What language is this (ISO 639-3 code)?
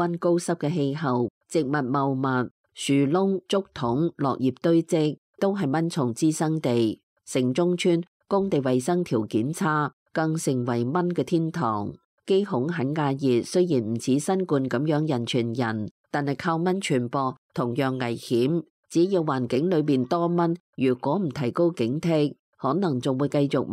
yue